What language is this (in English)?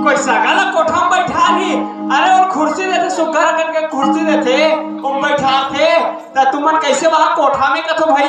Chhattisgarhi